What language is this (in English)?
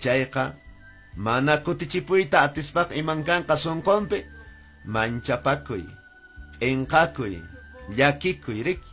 Quechua